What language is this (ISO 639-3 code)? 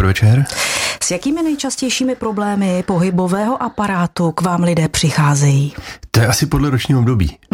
ces